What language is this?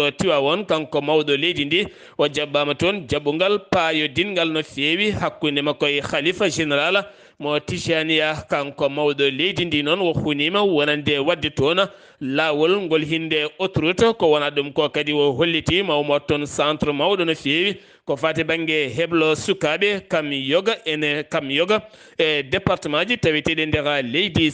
Fula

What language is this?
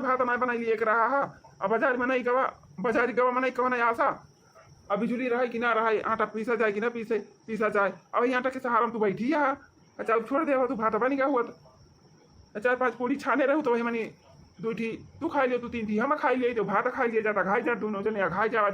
Awadhi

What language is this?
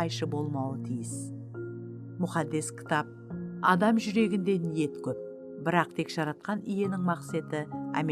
Kara-Kalpak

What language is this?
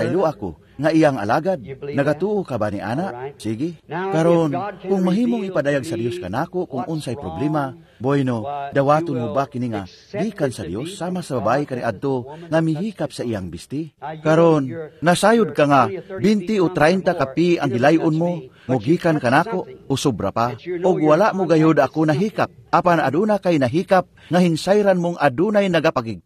Cebuano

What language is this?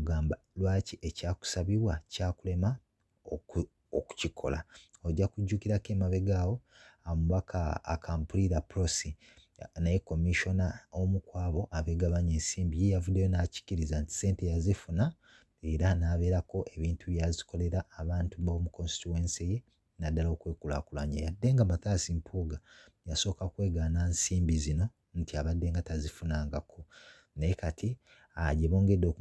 Ganda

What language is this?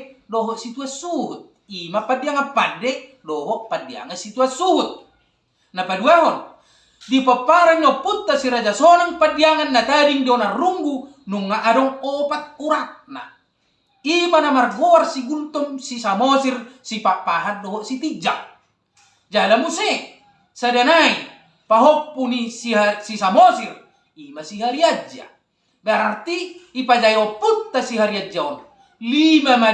Batak Toba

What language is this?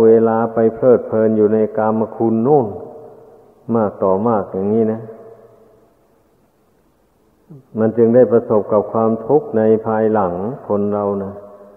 Thai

